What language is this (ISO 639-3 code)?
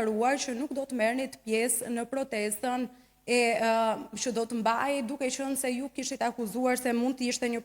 sqi